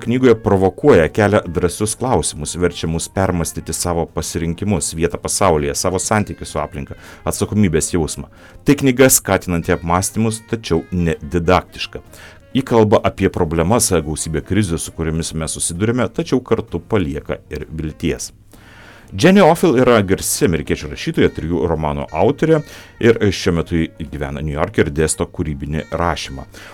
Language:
Lithuanian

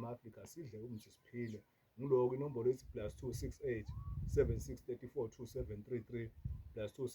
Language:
Zulu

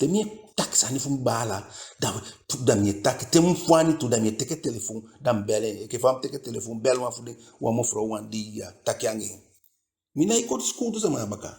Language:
Eastern Maroon Creole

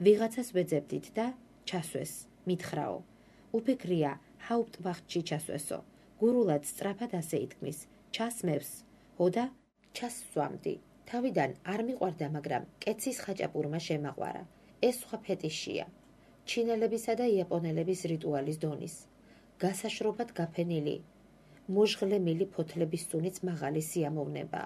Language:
Georgian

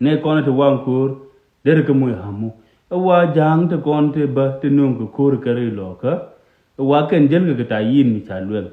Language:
Nuer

